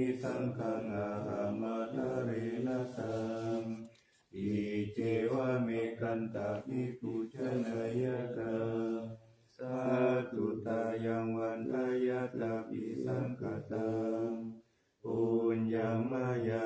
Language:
Pali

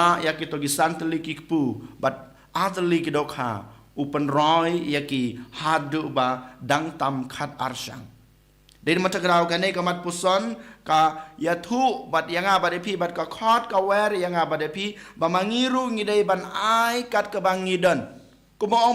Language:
Khasi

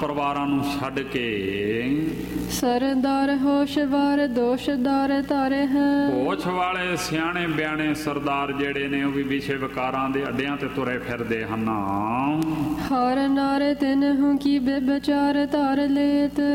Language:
Punjabi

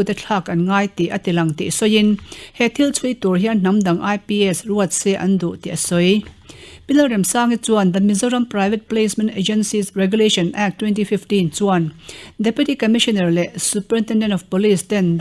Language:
Mizo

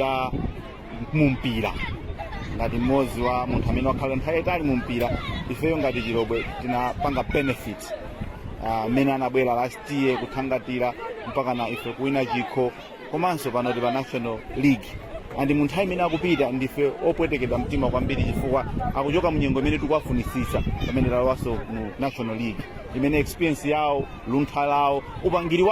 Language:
Nyanja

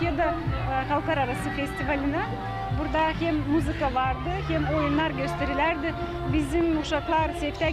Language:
Gagauz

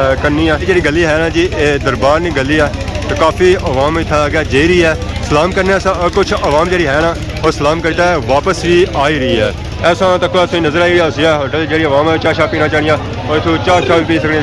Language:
Pahari-Potwari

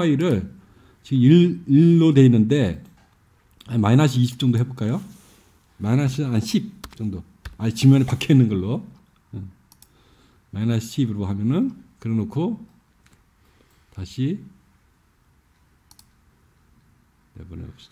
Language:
Korean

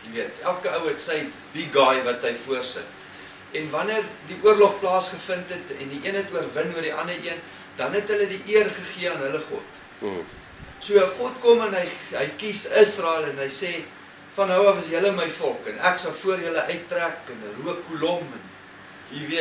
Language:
Afrikaans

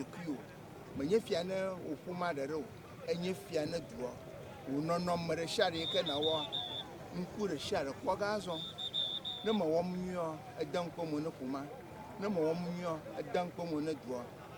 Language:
Ewe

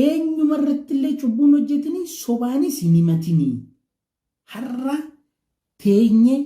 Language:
Oromo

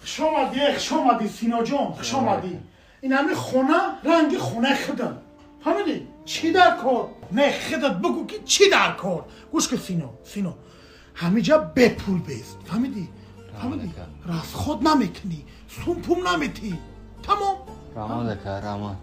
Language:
Tajik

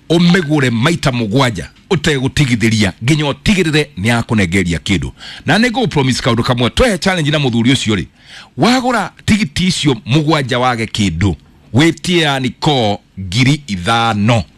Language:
Kikuyu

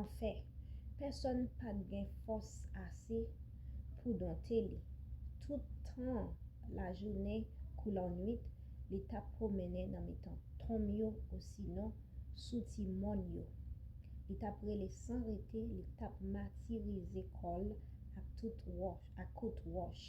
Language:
Haitian Creole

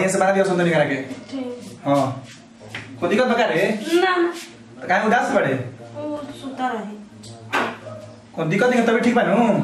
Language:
Bhojpuri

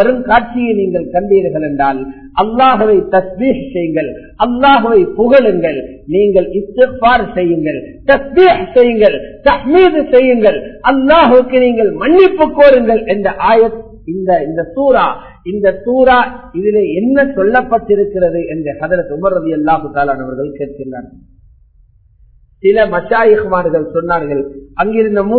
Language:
Tamil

